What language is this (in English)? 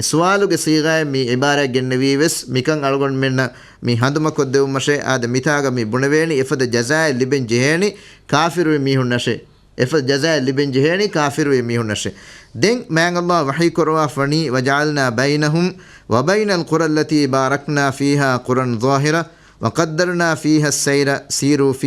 Divehi